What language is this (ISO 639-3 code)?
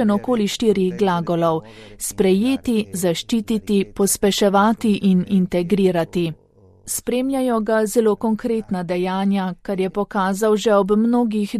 slv